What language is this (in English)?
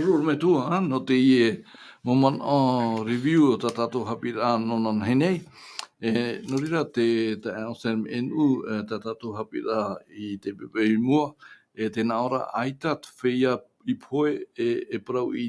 Tahitian